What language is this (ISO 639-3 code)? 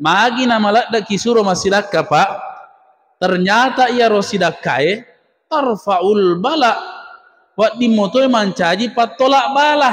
bug